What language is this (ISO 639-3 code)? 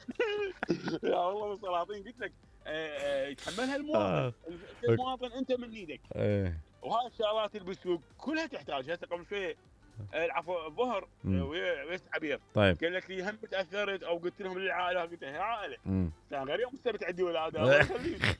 acm